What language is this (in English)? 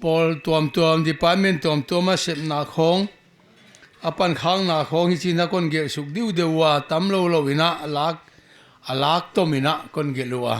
Paite Chin